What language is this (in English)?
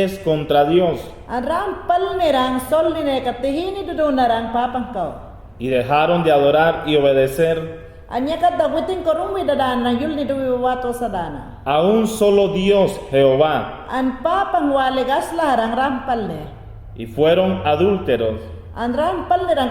Mayangna